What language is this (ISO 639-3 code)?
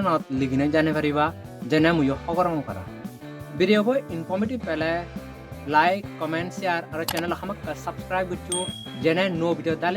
ccp